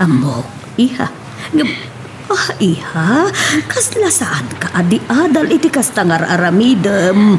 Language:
Iloko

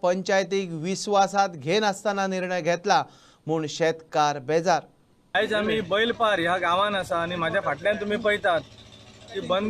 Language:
Konkani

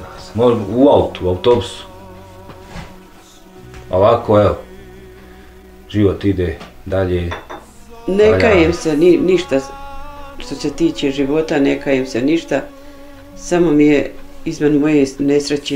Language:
Bosnian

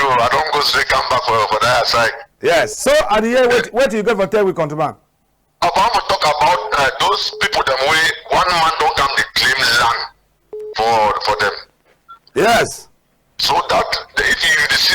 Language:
Cameroon Pidgin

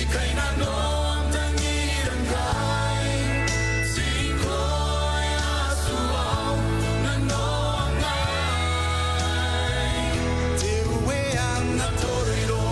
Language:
Gilbertese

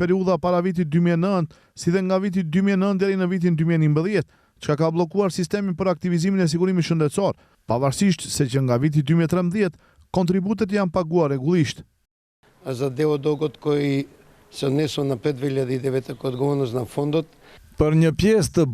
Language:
Albanian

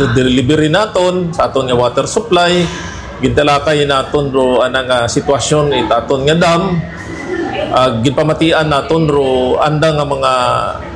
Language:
Hiligaynon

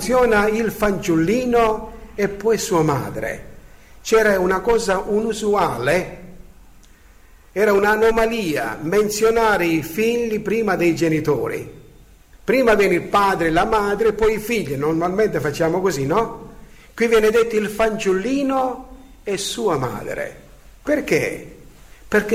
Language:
Italian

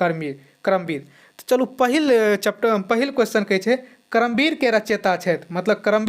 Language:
Maithili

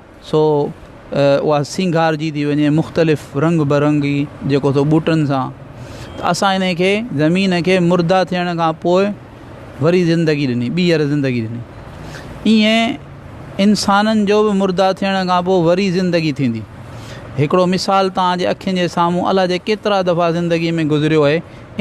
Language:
Sindhi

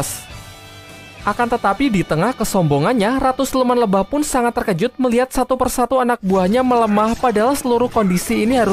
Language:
Indonesian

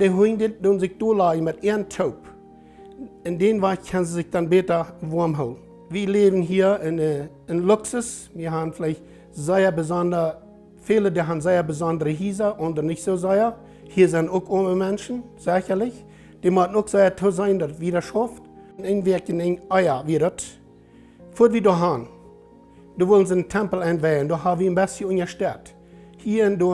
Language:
Plautdietsch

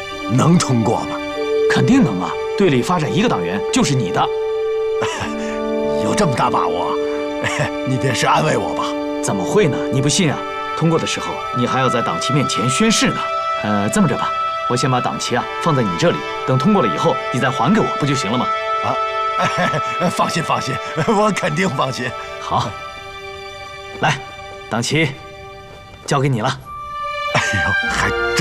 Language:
Chinese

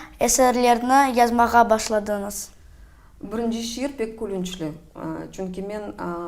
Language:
Crimean Tatar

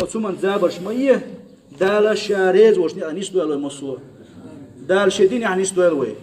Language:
Chechen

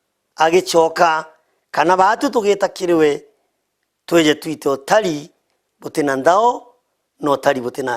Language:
Meru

